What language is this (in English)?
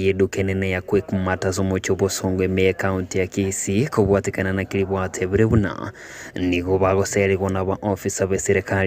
Gusii